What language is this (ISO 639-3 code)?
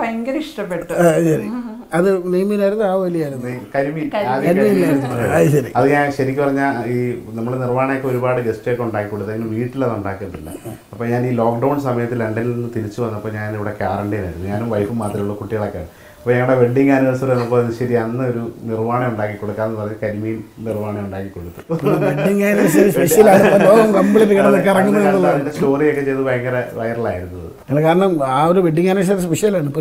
mal